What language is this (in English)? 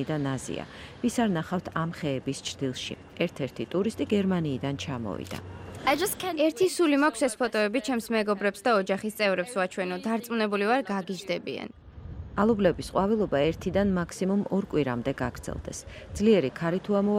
Georgian